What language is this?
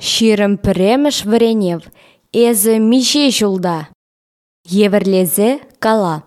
Chuvash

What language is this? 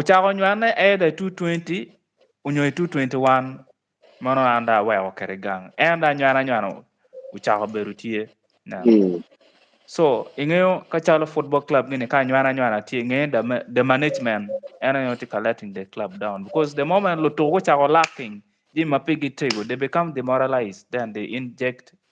Acoli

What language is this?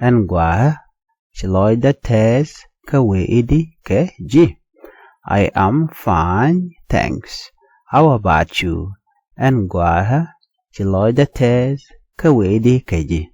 Nuer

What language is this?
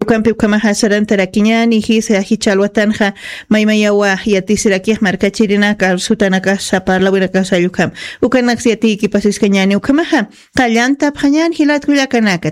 Aymara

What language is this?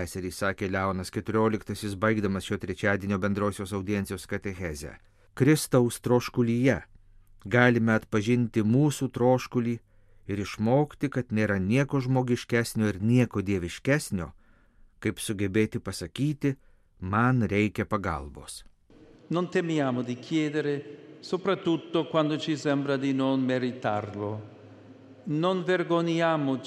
Lithuanian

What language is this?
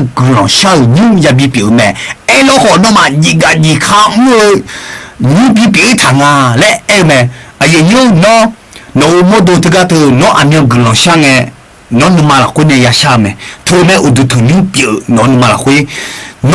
Akha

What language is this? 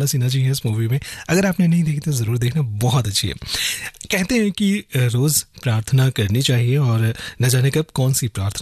Hindi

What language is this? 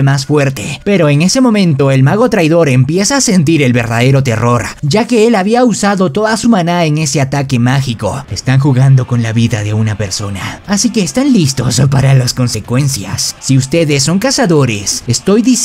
Spanish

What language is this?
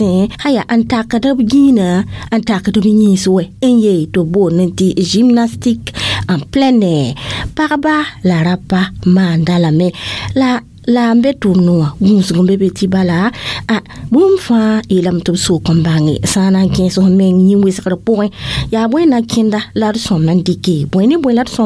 Mossi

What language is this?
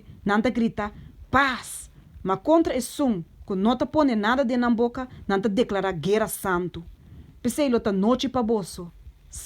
Papiamento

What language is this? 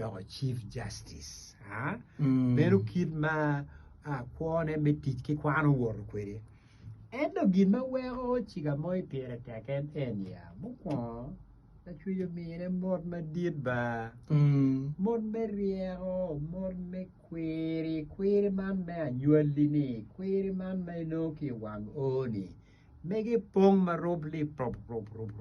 Acoli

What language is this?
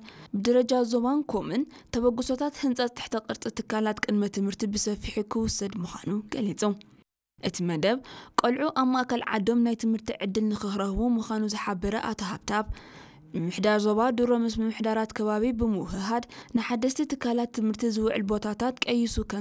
Tigrinya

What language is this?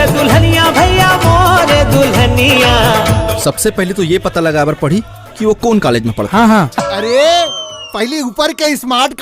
Chhattisgarhi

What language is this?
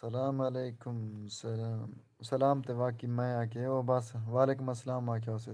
Saraiki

